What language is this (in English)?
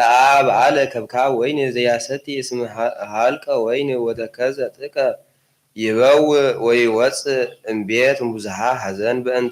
Geez